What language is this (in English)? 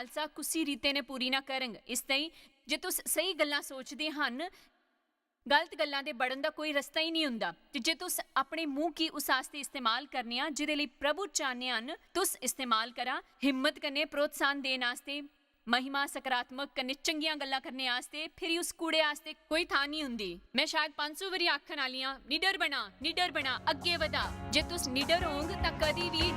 Dogri